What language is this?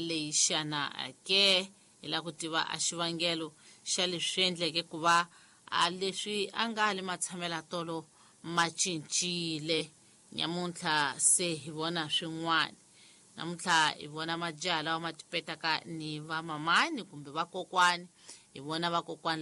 Tsonga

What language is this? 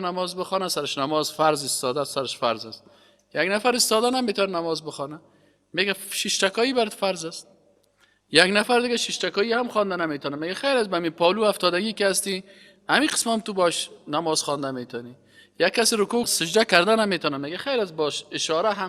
Persian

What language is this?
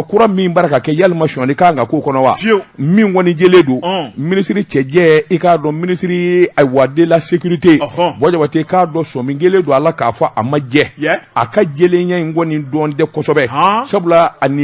Bambara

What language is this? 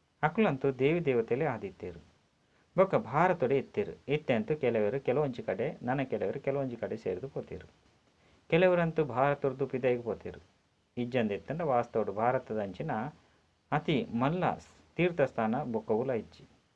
Tulu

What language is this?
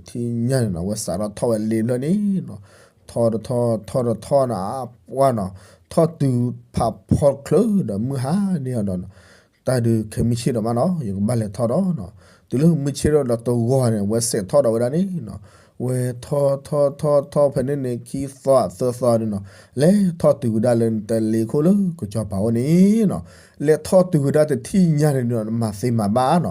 S'gaw Karen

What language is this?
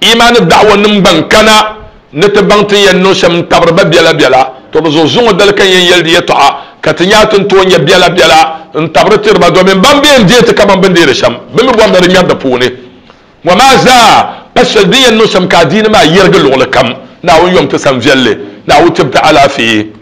Dagbani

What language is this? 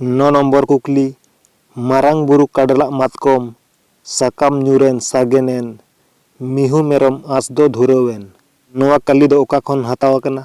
Santali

